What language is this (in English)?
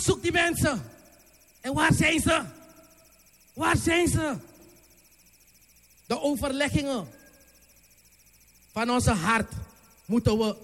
Dutch